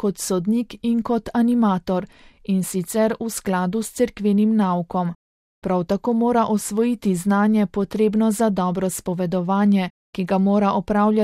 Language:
Slovenian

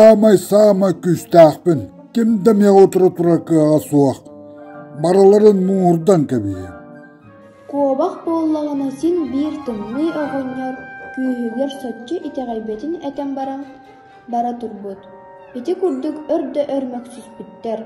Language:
Yakut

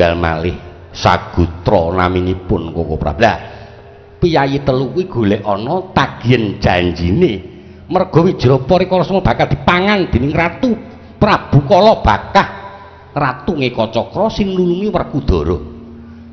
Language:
Javanese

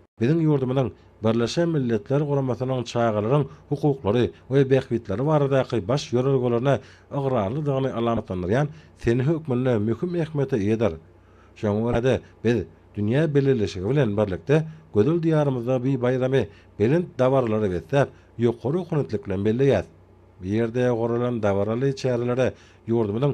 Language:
Turkmen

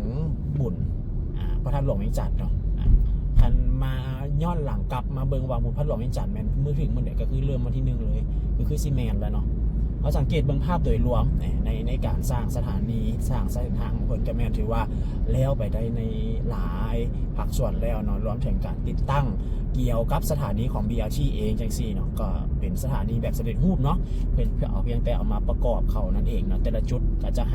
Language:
Lao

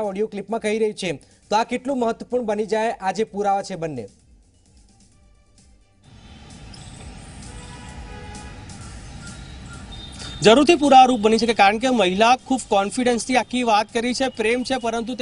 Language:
Gujarati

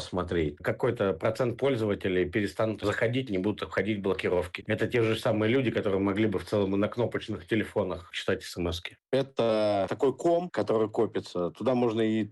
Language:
Russian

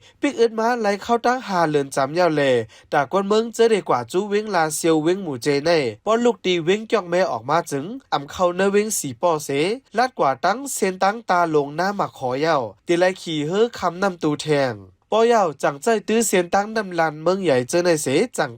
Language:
Shan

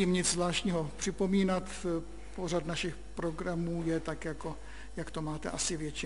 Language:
Czech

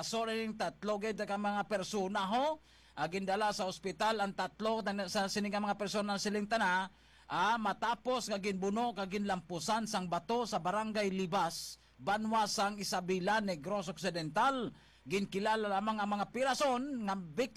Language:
Hiligaynon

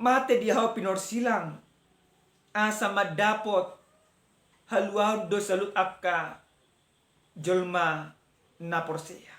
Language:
Batak Toba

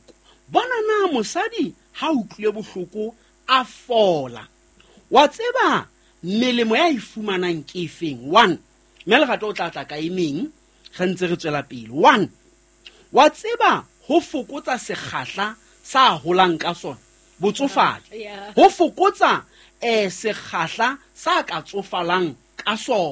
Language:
Southern Sotho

